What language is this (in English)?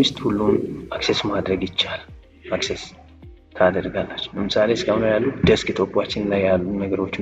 Amharic